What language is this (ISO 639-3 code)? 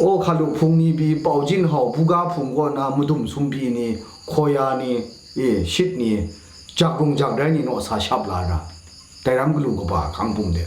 kac